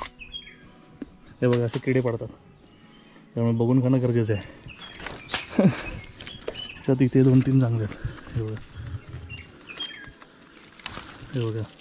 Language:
Marathi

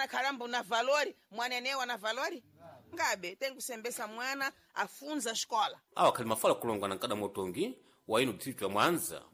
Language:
Sena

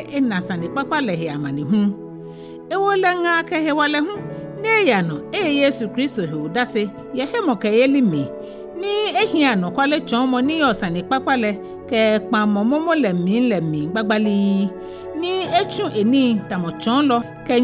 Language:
Ga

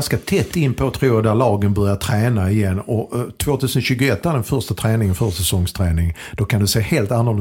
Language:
Swedish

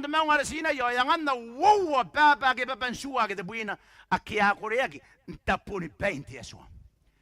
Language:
Gilbertese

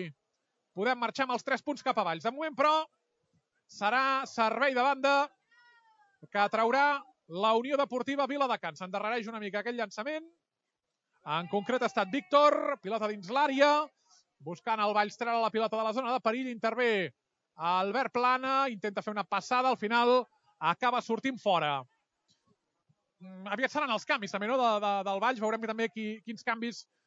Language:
Catalan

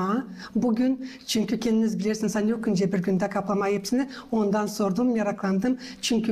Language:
Gagauz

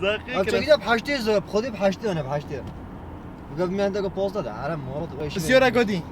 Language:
Kurdish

